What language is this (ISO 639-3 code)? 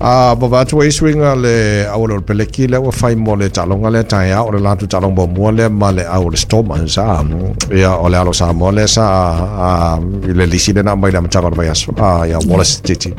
smo